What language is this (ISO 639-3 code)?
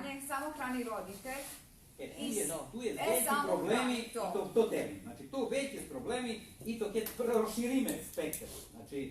rue